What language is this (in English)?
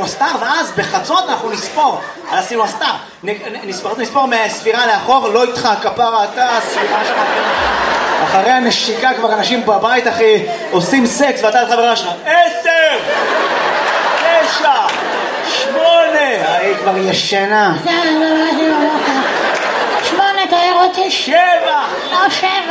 Hebrew